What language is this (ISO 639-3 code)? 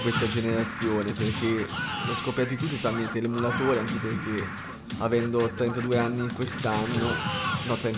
ita